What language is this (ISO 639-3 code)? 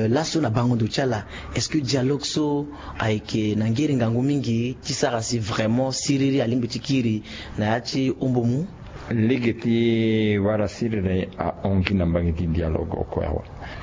sag